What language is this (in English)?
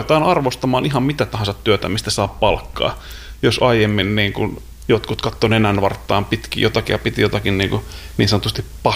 Finnish